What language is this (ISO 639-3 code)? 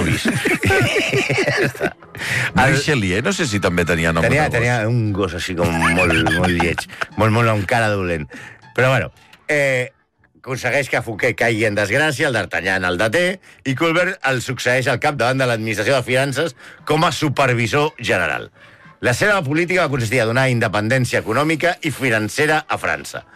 cat